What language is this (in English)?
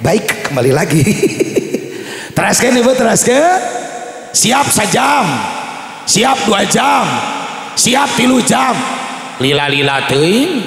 Sundanese